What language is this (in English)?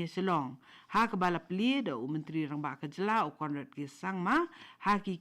Khasi